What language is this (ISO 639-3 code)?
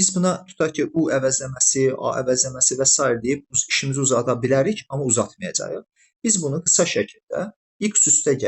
aze